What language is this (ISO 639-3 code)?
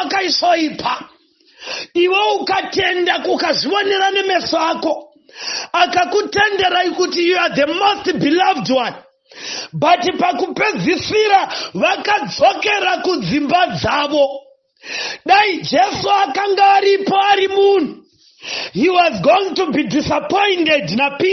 sna